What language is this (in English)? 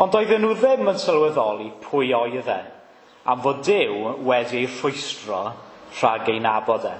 Welsh